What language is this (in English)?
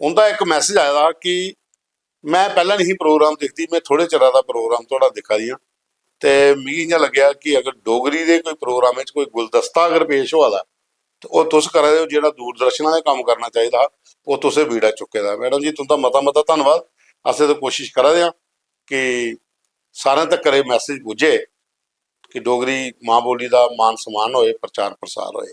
Dogri